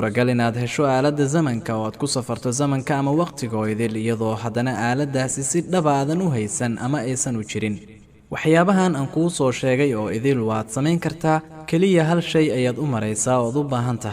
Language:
Somali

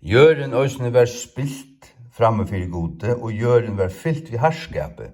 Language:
Faroese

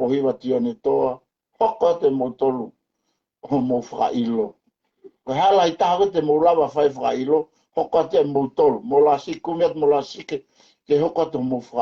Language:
Tongan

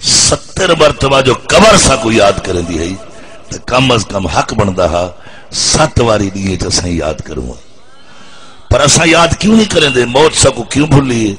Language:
Saraiki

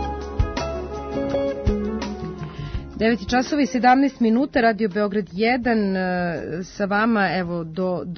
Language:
Serbian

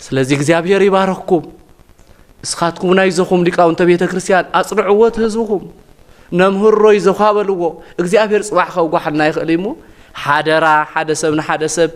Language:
Tigrinya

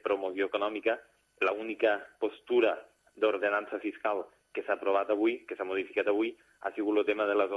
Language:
Catalan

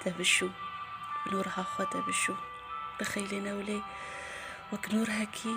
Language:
Kurdish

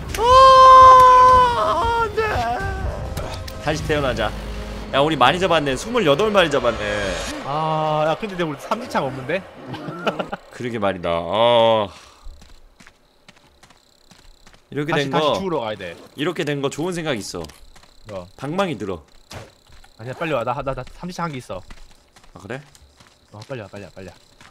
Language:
Korean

